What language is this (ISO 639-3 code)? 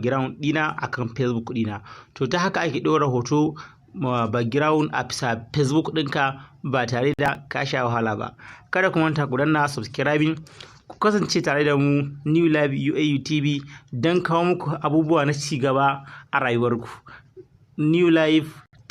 hau